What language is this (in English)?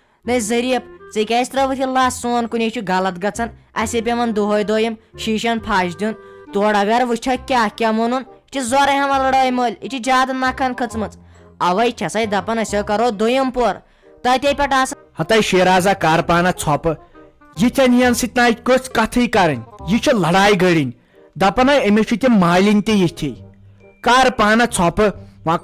Kashmiri